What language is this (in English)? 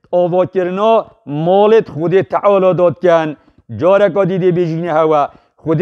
Kurdish